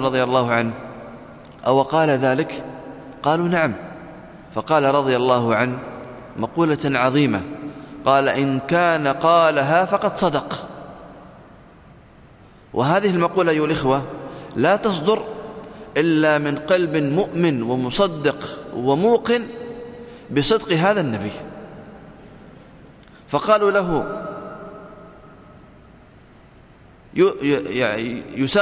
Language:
Arabic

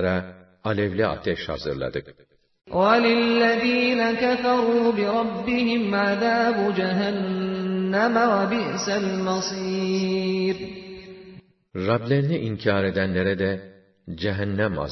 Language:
Turkish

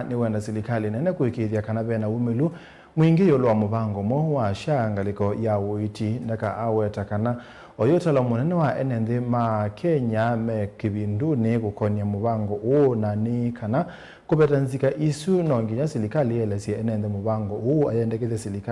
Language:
Kamba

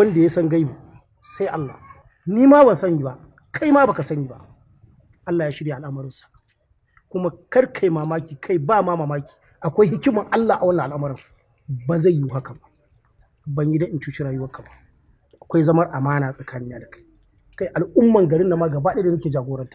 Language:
Hausa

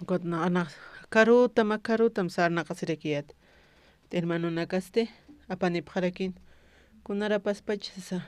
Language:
Aymara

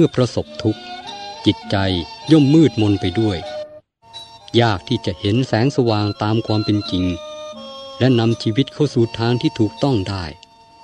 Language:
Thai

